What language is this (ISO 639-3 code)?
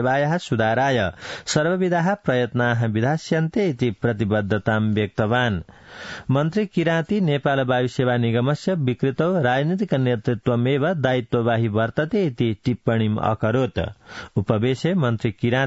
san